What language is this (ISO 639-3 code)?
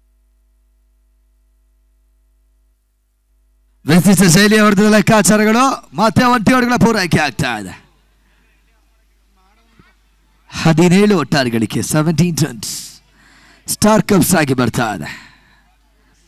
kan